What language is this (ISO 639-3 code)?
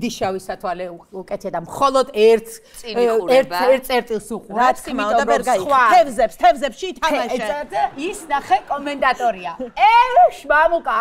kat